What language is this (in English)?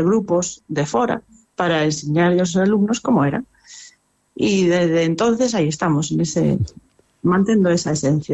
Galician